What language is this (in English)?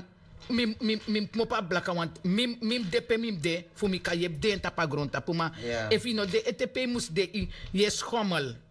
Sranan Tongo